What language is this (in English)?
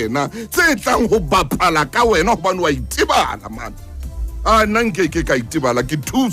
Southern Sotho